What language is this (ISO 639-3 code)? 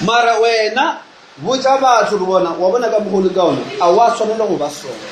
nso